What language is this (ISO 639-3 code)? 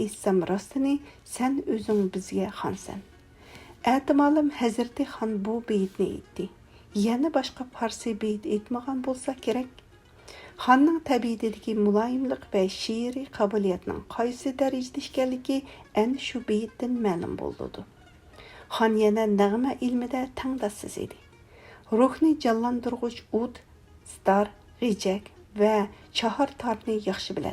uig